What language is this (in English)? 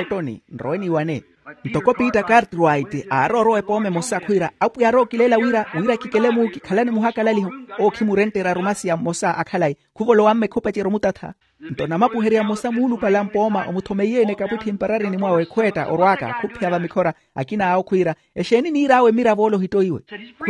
Makhuwa